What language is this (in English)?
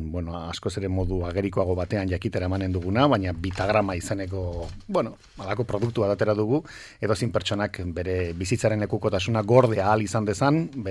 Basque